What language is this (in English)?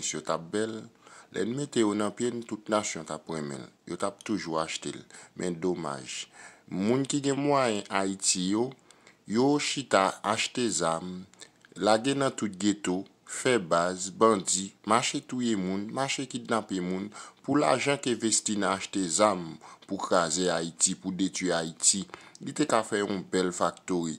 Haitian Creole